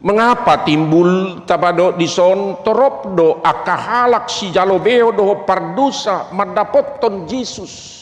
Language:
Batak Toba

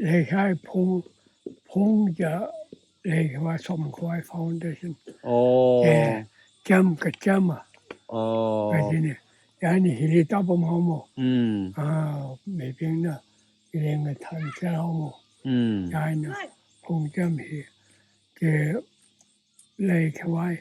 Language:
Tangkhul Naga (India)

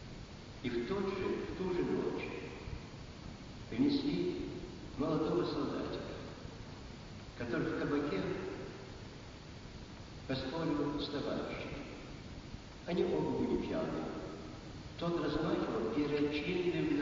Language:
Russian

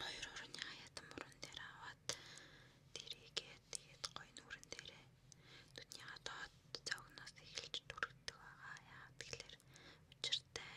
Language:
Mongolian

